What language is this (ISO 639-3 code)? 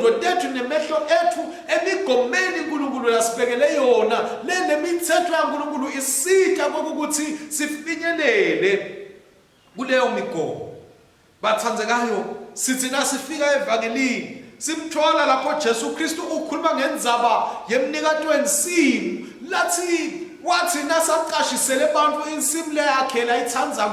ssw